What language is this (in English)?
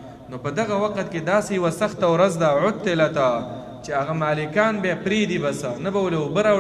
Pashto